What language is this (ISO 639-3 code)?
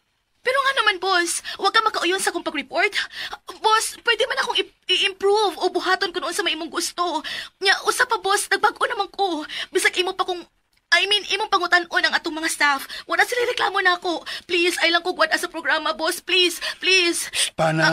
ceb